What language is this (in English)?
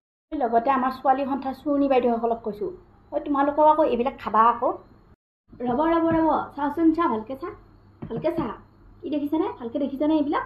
Assamese